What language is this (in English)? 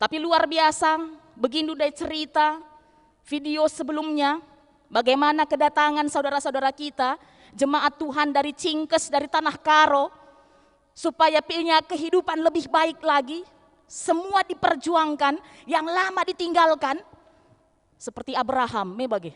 Batak Karo